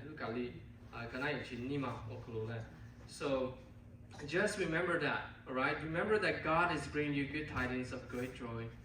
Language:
Lahu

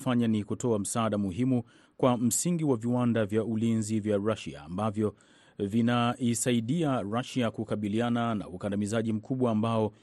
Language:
Swahili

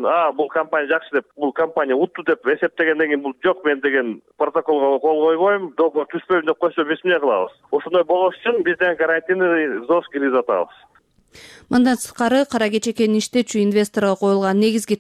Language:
Kyrgyz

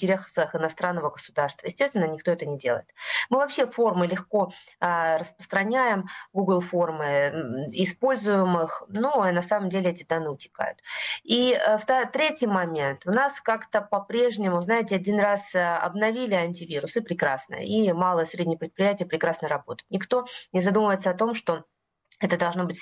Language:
Russian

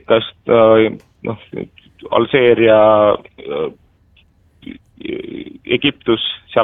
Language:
Estonian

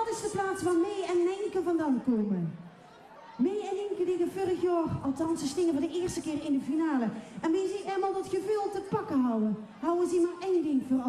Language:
Limburgish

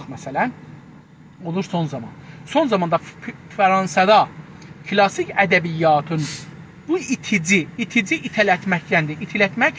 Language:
South Azerbaijani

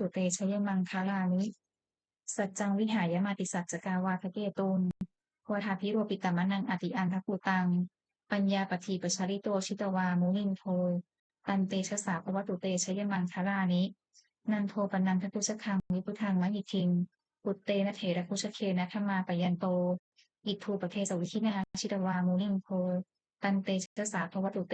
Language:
Pali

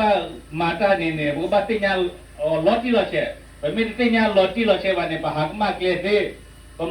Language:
S'gaw Karen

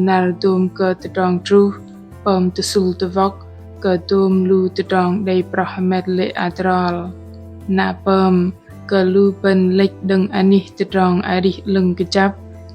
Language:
Bahnar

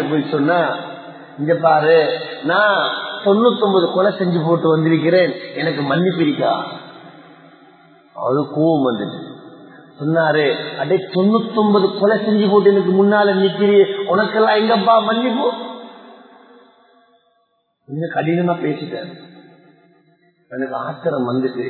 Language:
Tamil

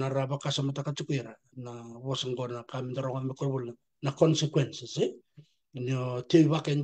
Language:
Fijian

